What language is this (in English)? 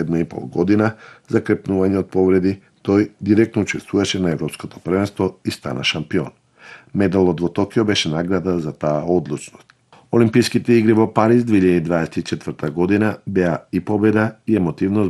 Macedonian